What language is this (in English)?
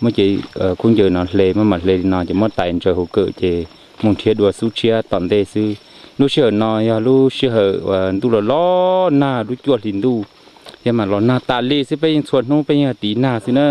Hmong